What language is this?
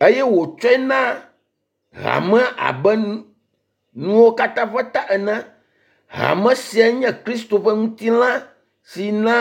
Ewe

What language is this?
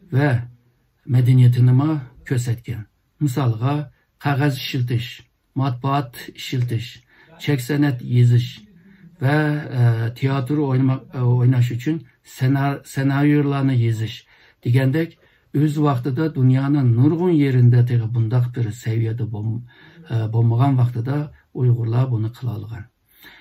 Uyghur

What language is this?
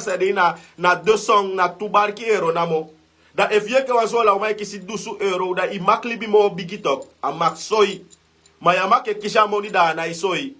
Sranan Tongo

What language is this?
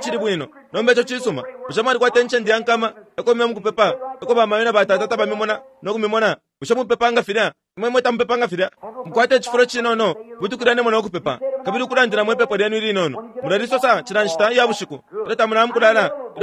Bemba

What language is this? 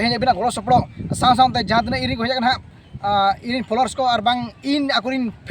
Santali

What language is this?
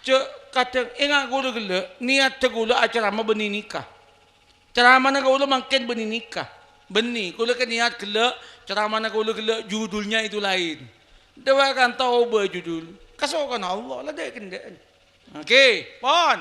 Madurese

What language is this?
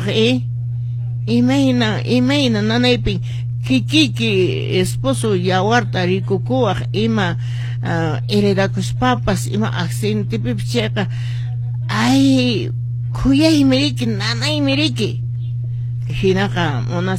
Quechua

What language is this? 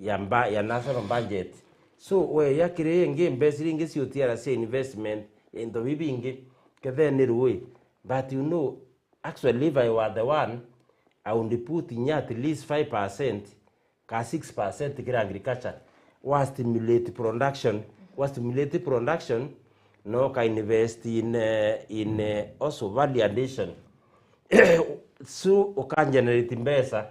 Meru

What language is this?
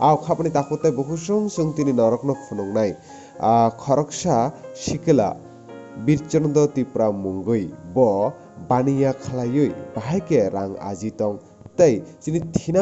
Kok Borok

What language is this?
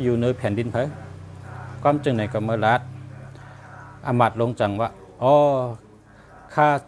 Shan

